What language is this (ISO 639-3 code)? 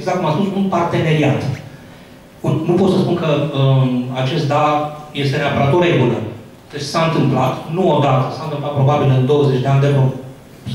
ron